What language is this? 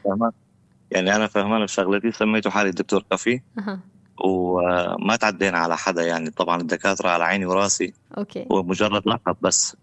North Levantine Arabic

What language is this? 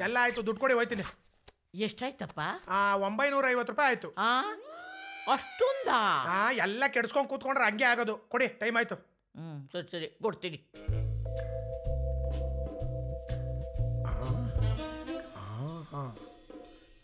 Kannada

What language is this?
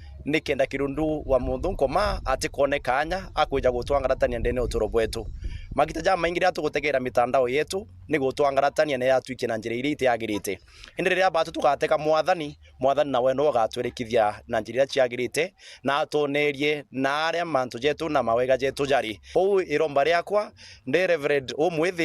Meru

